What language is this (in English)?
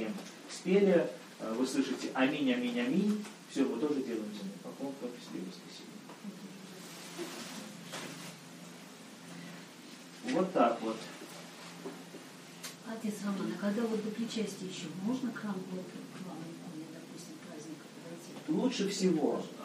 Russian